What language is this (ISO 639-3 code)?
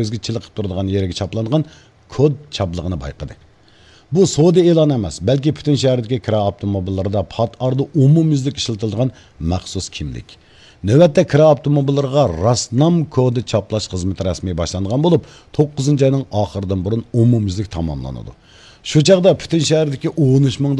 uig